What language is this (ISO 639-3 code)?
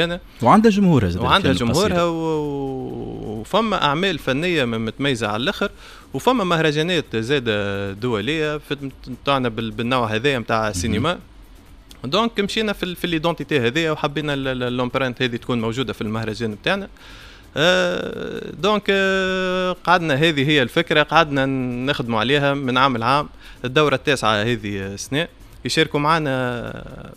aeb